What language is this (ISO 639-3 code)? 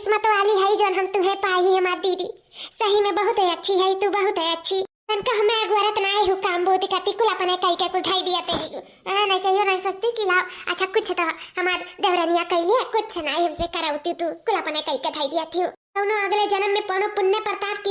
awa